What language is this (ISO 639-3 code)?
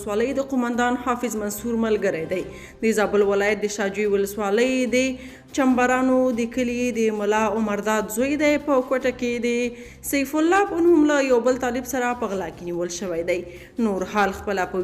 pus